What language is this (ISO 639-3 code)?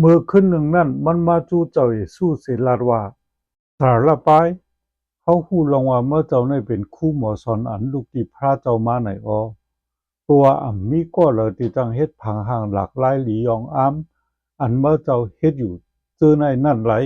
shn